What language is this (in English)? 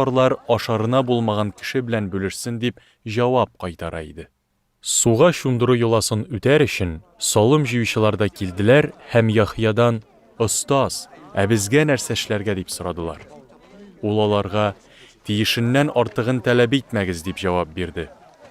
Tatar